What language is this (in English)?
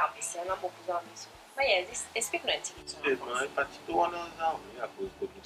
Seselwa Creole French